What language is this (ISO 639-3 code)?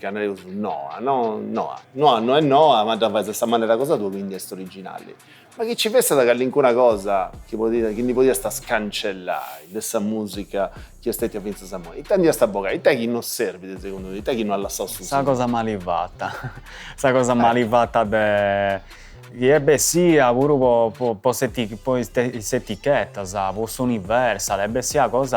srd